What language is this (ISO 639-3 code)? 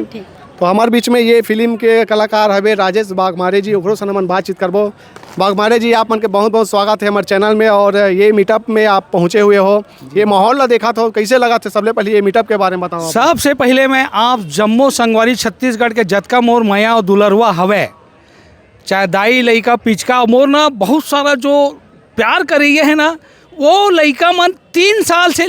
hne